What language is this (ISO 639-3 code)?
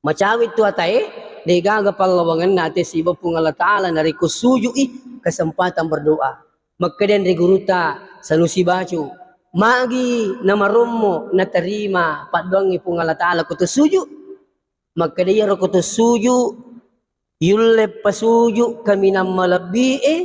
bug